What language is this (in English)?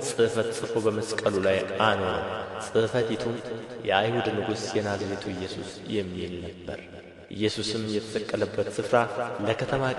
Amharic